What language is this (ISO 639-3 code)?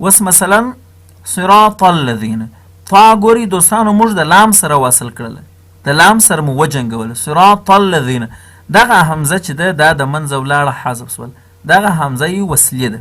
pus